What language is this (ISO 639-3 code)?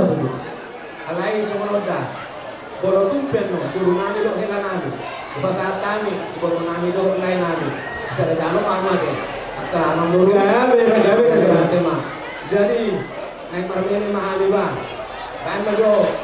bbc